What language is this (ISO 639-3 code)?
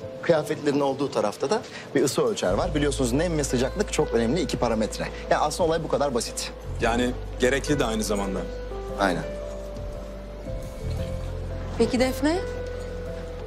tur